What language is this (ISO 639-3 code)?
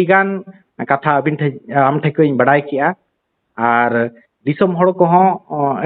sat